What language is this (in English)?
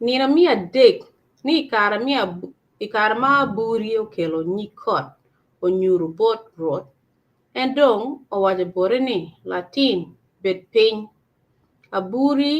Acoli